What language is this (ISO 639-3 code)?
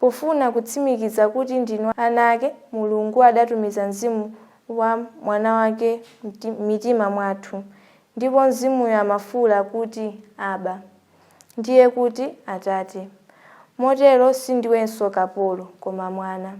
nya